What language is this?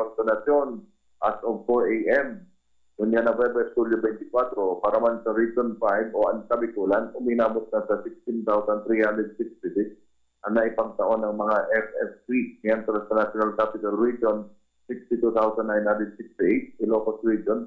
Bikol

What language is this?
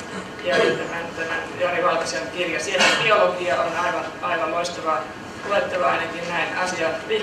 Finnish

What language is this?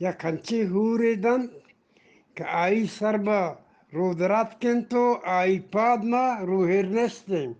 Eastern Balochi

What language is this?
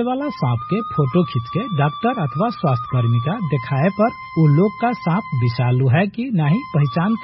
Bhojpuri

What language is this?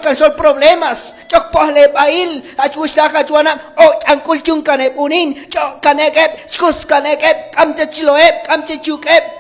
Q'anjob'al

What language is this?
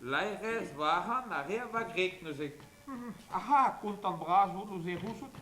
Breton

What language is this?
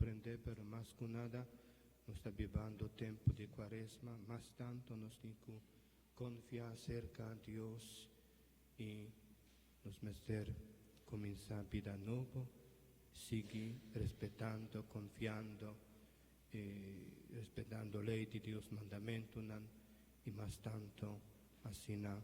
Papiamento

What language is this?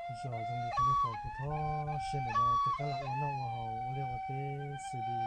Hmong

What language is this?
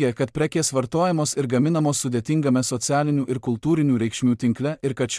Lithuanian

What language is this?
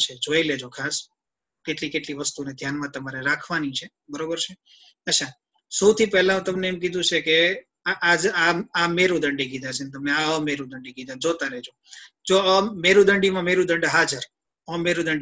Gujarati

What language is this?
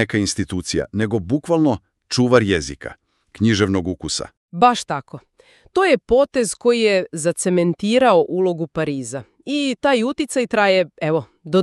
Serbian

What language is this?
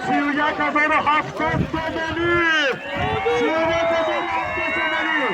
Tajik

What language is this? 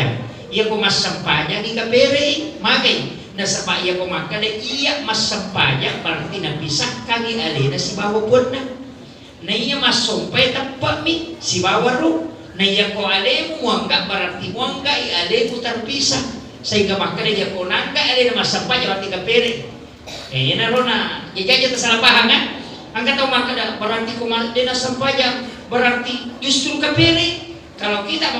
Buginese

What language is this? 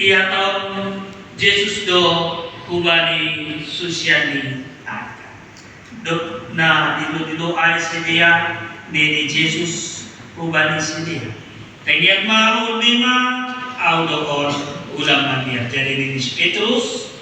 Batak Simalungun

